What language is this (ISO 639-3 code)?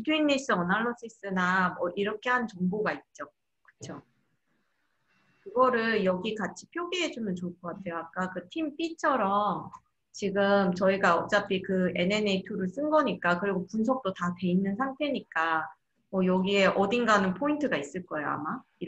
kor